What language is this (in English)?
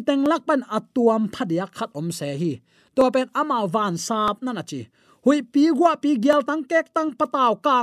Tedim Chin